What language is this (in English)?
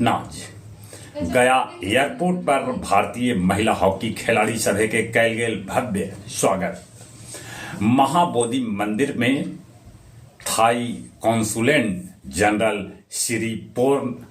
Magahi